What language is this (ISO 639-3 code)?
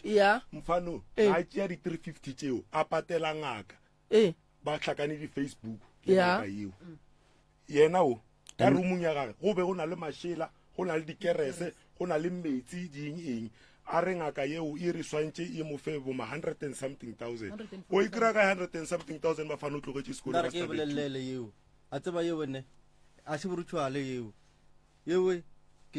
nso